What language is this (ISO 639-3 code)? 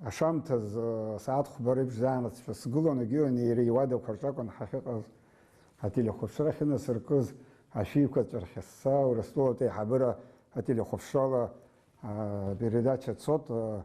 abk